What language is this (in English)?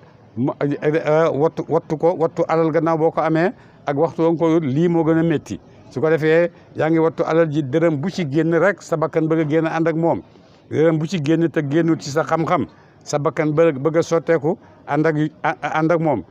Wolof